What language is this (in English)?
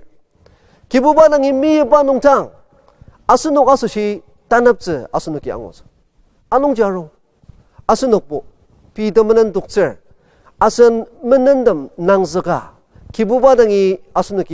Ao Naga